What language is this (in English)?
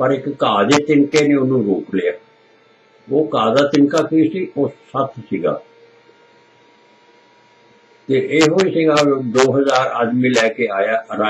Punjabi